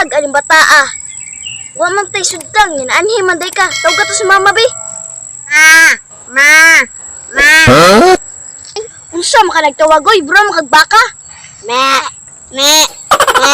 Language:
Cebuano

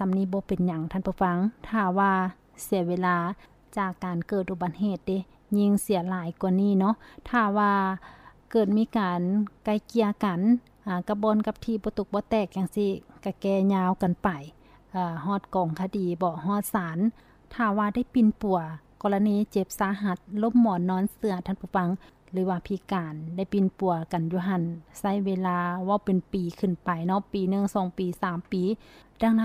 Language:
Lao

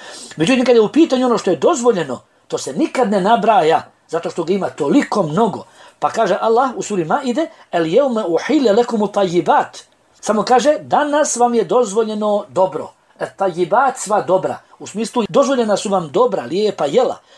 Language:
Bosnian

